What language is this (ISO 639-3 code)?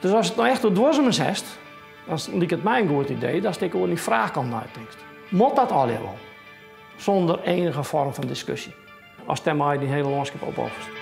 fry